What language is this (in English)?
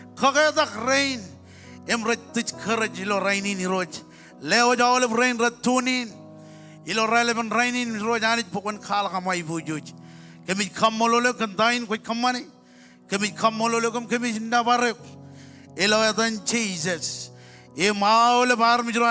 Marshallese